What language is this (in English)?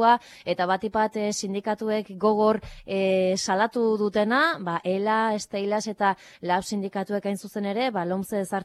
Basque